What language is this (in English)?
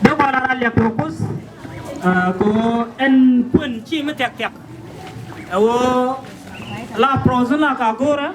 Nuer